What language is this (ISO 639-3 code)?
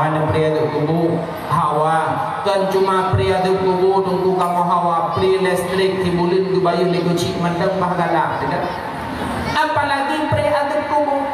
ace